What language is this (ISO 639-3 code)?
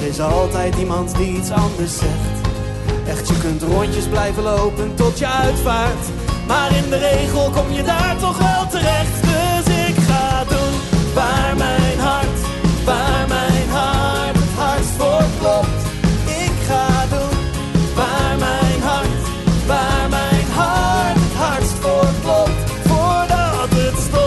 nld